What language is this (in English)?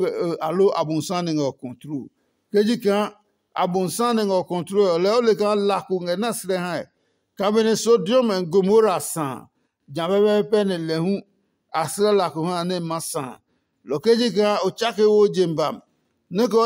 Adangme